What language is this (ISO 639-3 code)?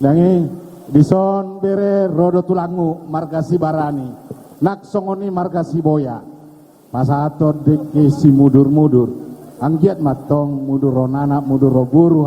bbc